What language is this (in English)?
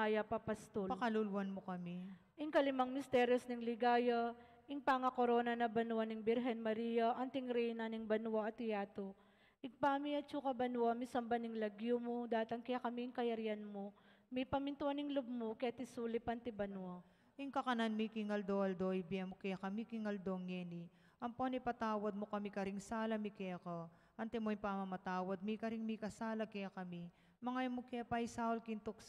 Pampanga